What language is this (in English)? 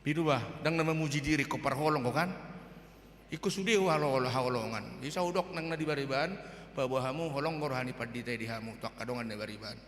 Batak Toba